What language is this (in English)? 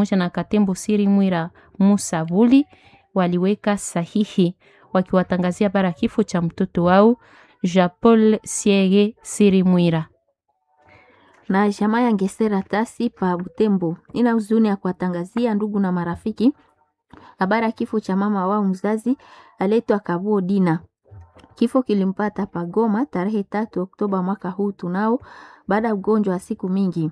Swahili